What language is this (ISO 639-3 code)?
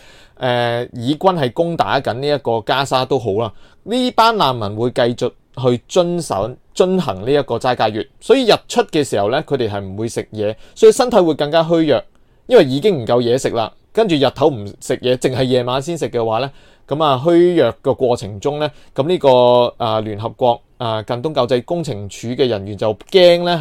yue